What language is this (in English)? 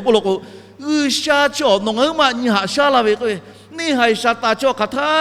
Lahu